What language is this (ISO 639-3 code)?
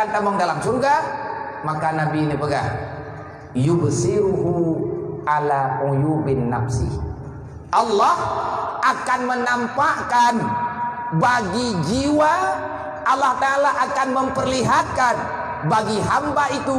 ace